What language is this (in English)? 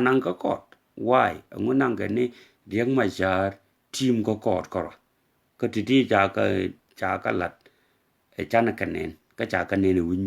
Nuer